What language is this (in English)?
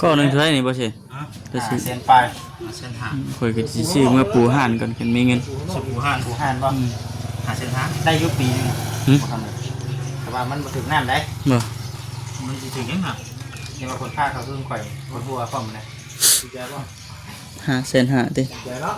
Lao